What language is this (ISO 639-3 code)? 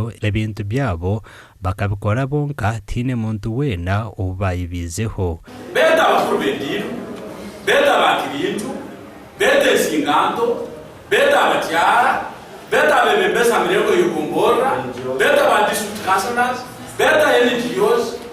nyn